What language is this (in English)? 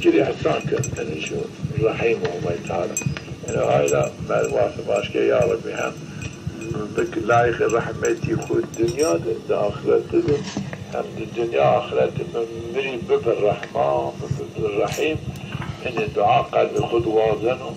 Zaza